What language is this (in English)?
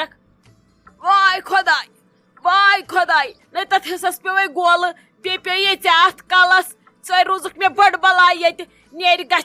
Kashmiri